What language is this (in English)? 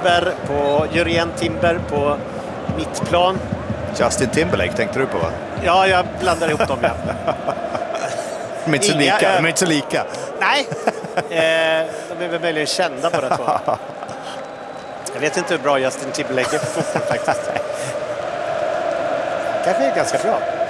Swedish